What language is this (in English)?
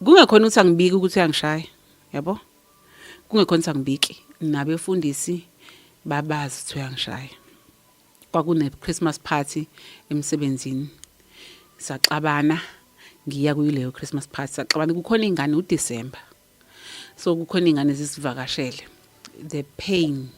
Zulu